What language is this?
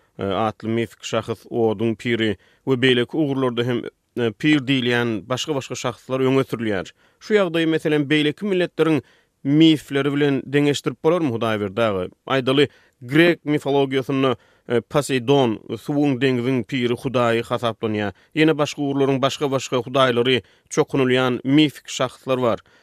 Turkmen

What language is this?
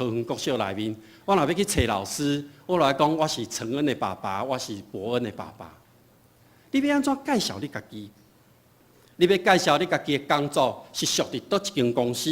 Min Nan Chinese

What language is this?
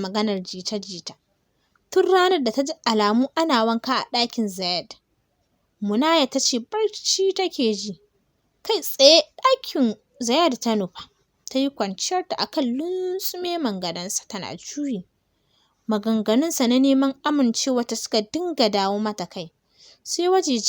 Hausa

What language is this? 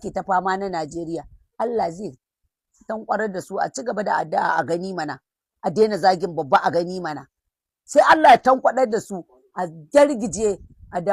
Hausa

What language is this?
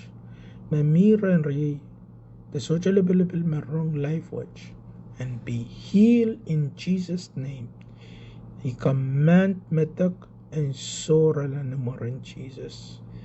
Pohnpeian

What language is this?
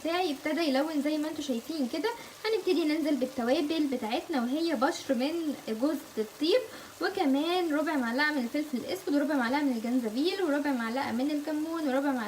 Egyptian Arabic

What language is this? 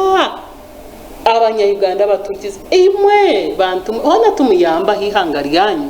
Nyankole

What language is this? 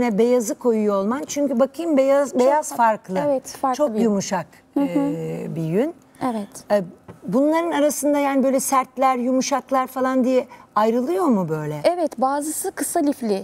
Turkish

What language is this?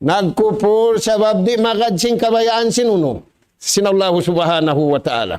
Tausug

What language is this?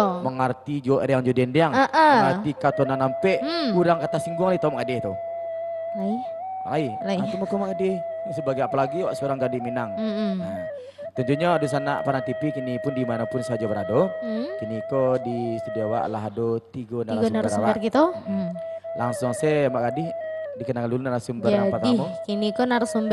Minangkabau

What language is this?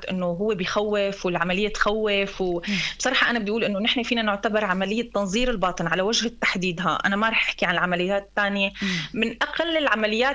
North Levantine Arabic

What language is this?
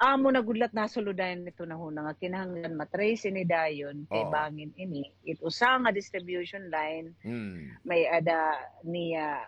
Waray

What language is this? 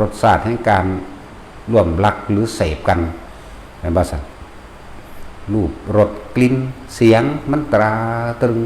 Northeastern Thai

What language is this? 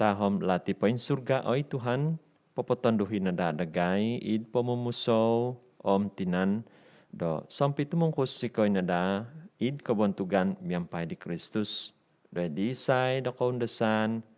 Central Dusun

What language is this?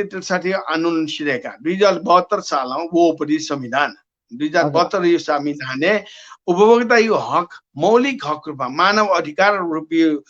Newari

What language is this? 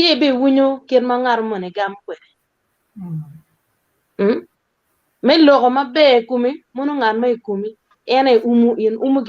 Acoli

